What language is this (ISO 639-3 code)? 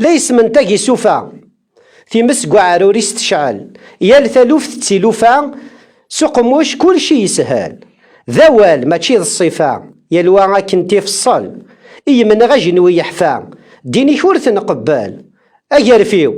kab